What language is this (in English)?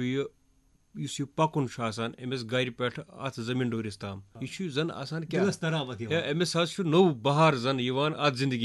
Kashmiri